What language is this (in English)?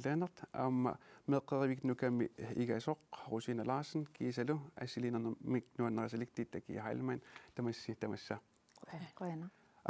Kalaallisut